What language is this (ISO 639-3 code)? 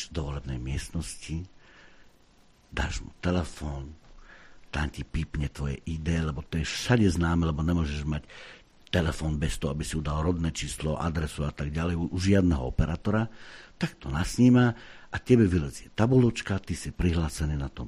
slk